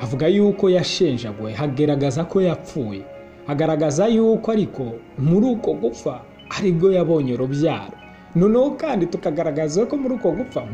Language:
Kinyarwanda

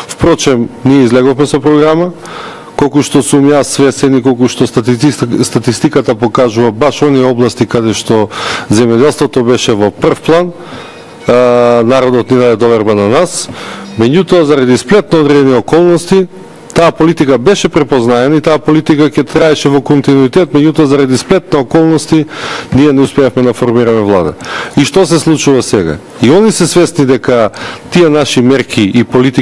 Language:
Macedonian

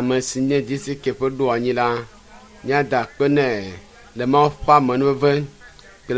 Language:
Ewe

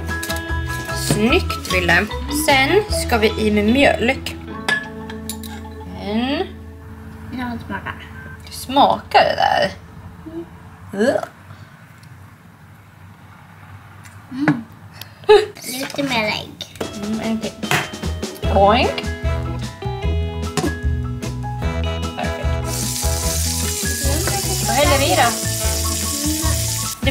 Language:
Swedish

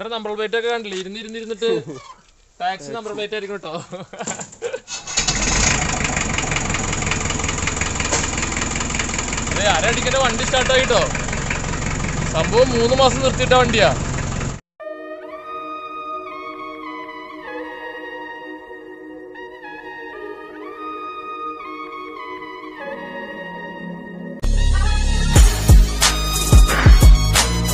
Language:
Malayalam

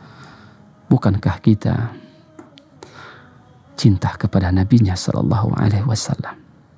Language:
Indonesian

